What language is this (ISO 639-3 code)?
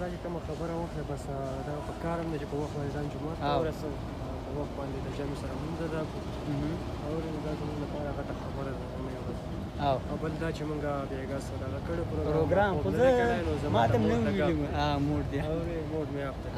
pus